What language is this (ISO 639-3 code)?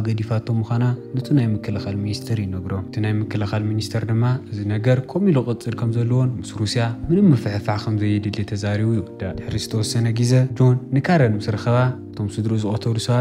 tir